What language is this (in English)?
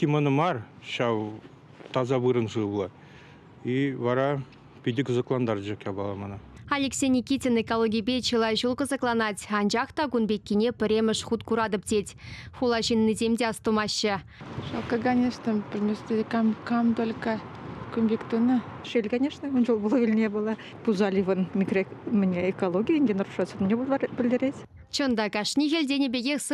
Chuvash